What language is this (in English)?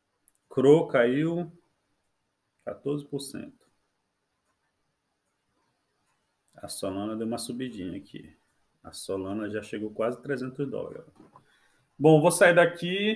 Portuguese